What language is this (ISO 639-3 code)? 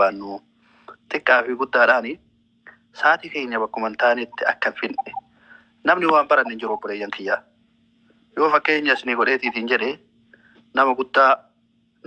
orm